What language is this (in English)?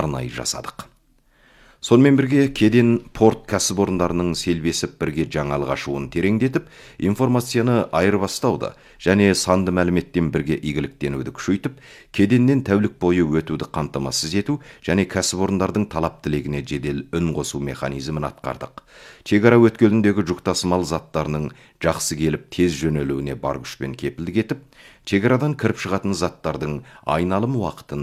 Kazakh